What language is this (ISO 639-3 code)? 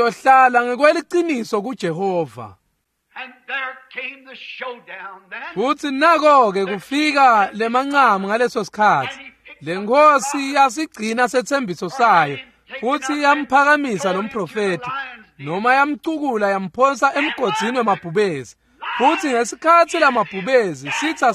ssw